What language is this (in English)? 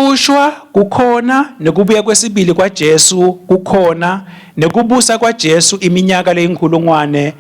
Swati